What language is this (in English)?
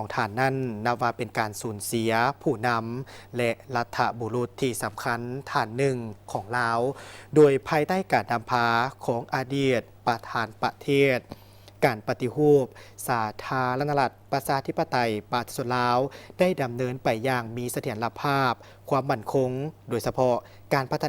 Lao